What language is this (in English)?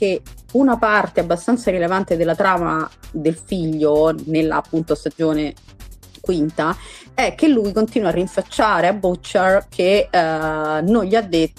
Italian